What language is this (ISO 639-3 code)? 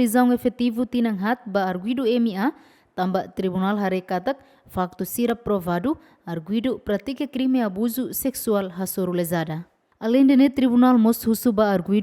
tet